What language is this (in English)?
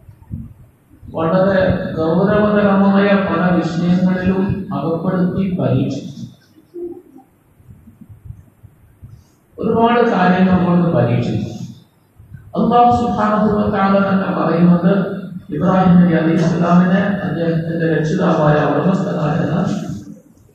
Malayalam